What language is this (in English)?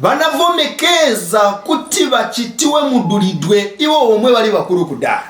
Nyanja